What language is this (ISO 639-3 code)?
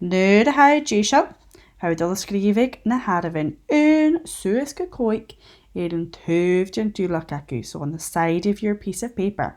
gla